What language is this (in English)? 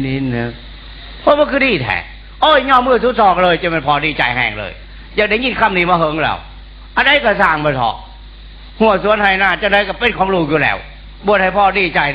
Northeastern Thai